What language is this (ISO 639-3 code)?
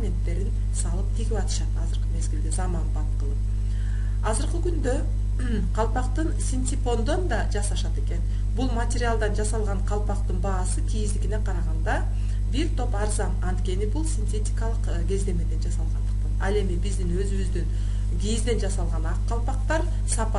kir